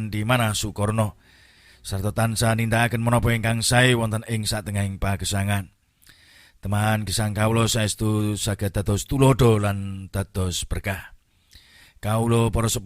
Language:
Javanese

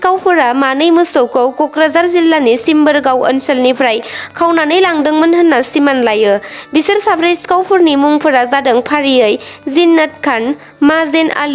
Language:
Bodo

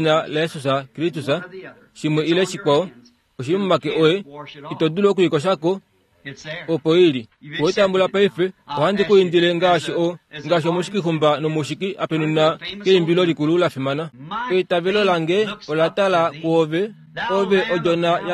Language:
Kuanyama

